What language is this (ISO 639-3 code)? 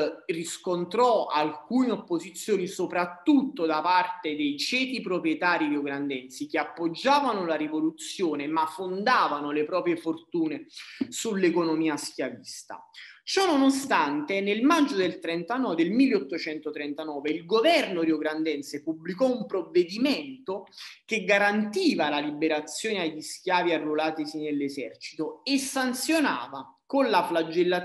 ita